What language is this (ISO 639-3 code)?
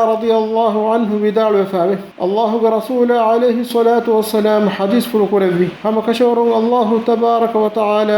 div